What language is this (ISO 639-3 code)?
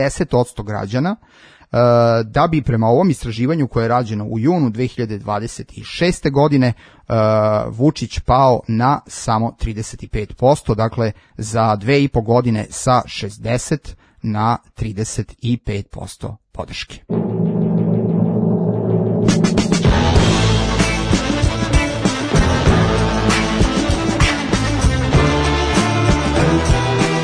srp